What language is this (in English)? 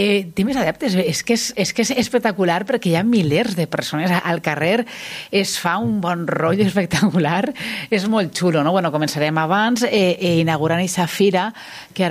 Catalan